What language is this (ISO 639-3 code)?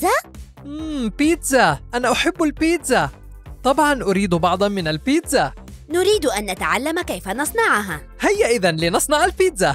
ara